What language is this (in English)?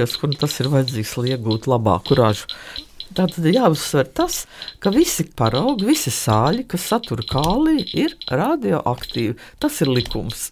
Latvian